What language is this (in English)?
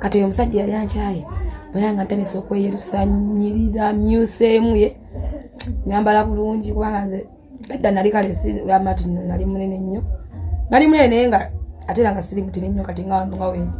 Ganda